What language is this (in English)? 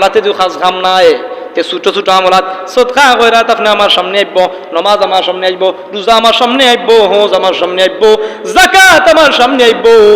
Sylheti